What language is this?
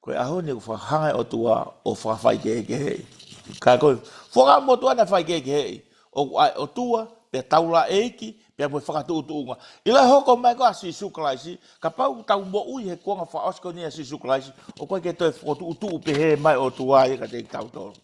Tongan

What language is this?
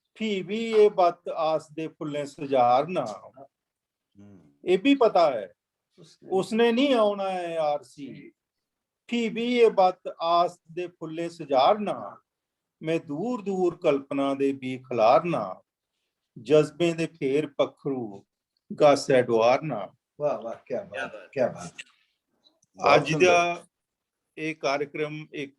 Dogri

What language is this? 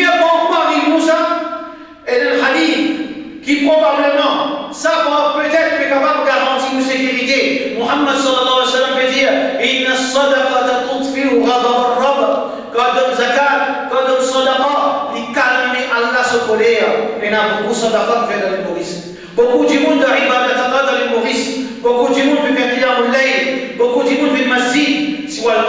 Morisyen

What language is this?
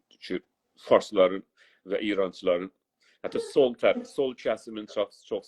South Azerbaijani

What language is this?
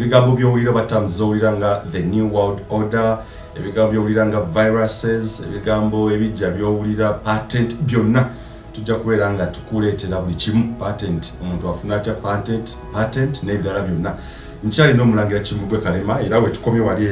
Ganda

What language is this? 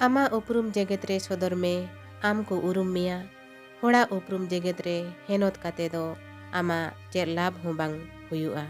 Santali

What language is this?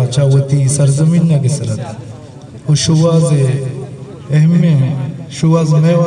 Eastern Balochi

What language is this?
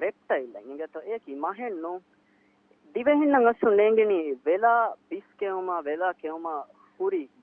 Divehi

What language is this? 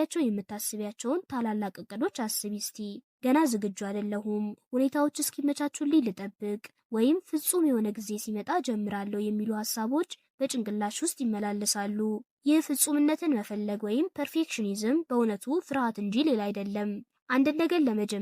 Amharic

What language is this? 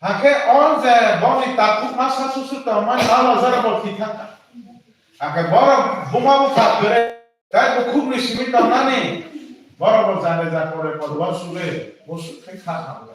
Kok Borok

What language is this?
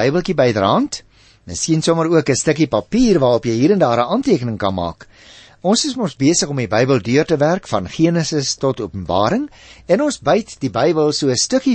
Afrikaans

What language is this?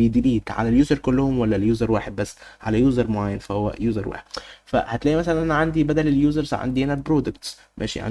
Egyptian Arabic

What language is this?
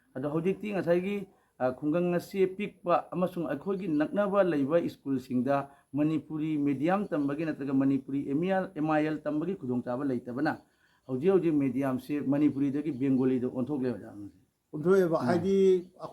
Manipuri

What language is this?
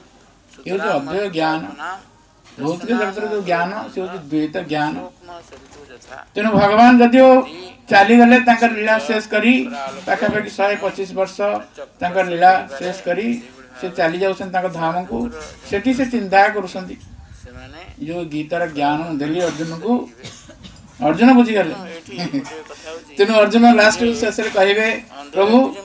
Odia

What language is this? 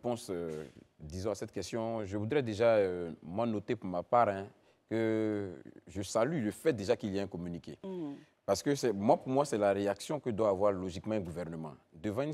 French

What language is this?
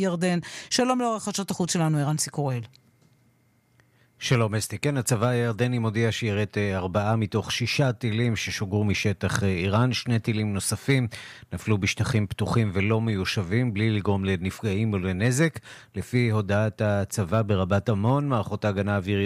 Hebrew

